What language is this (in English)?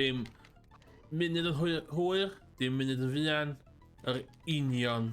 Welsh